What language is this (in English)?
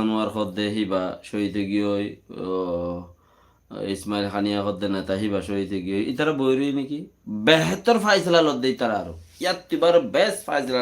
Rohingya